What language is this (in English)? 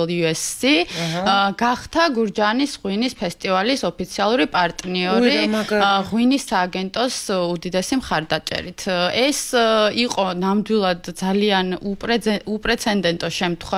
Georgian